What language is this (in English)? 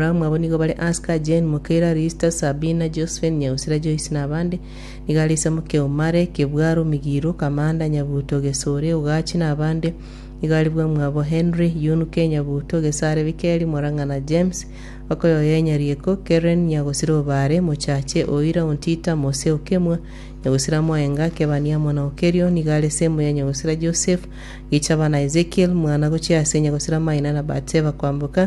Gusii